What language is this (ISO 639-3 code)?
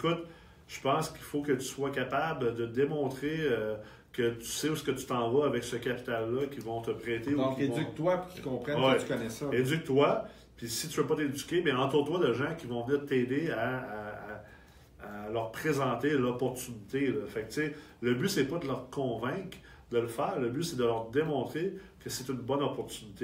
fra